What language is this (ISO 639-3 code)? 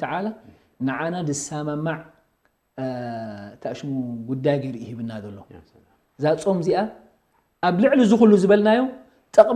tir